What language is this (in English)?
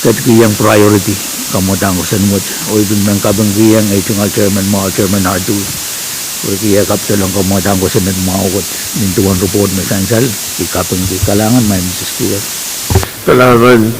Pohnpeian